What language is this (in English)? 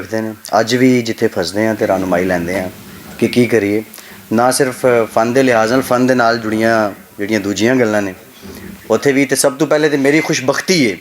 Western Panjabi